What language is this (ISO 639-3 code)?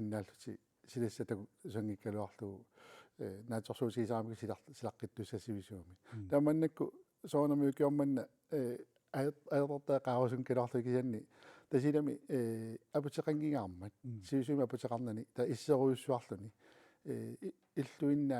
kal